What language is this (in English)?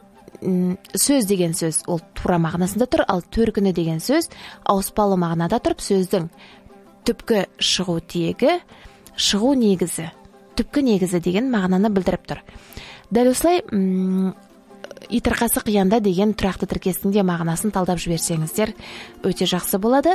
Kazakh